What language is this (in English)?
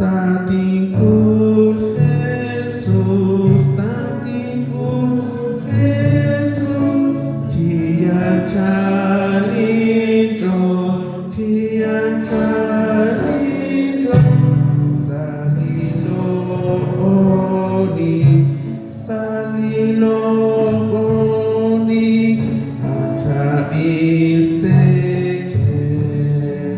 Kekchí